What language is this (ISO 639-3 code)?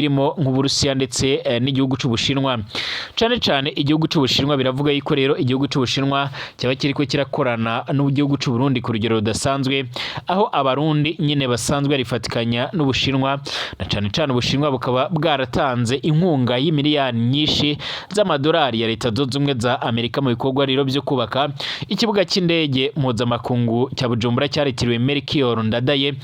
run